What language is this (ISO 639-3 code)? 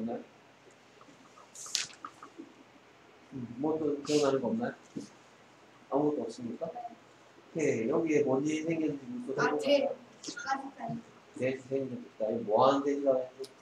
kor